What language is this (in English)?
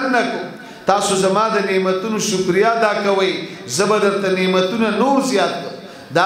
Pashto